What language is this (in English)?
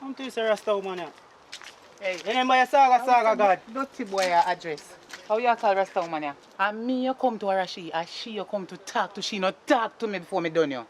Jamaican Creole English